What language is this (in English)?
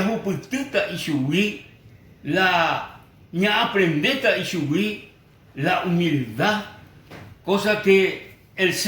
Guarani